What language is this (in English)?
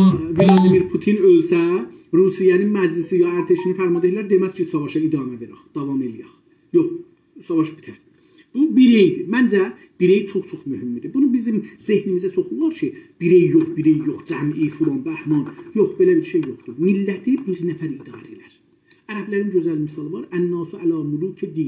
South Azerbaijani